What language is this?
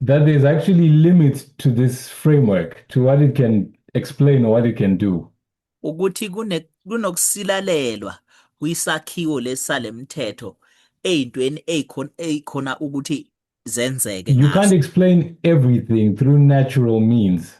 Zulu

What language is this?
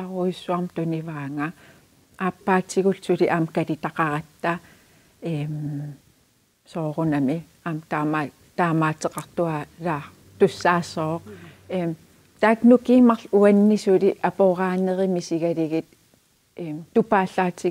Kalaallisut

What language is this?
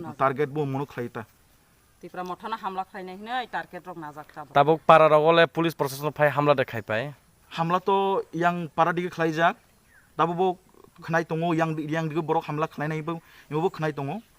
Kok Borok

